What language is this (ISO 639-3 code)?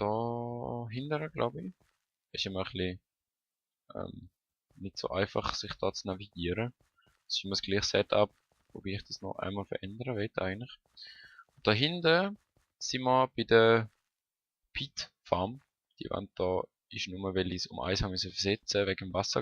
gsw